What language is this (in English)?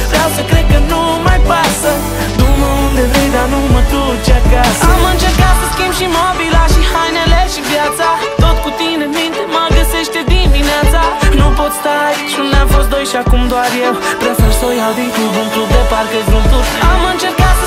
Romanian